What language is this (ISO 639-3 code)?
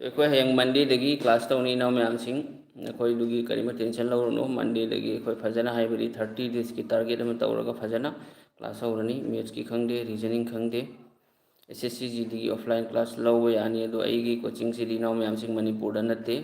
mni